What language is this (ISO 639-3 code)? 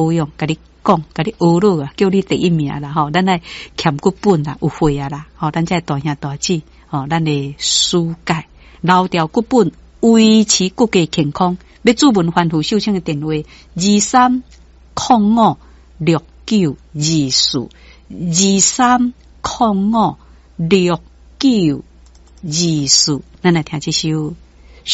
nan